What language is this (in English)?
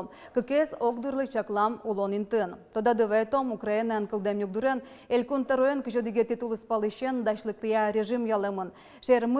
Udmurt